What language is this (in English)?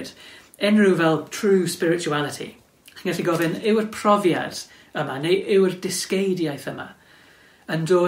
Welsh